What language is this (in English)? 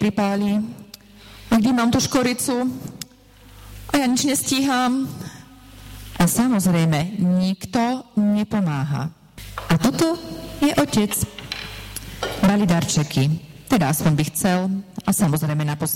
Slovak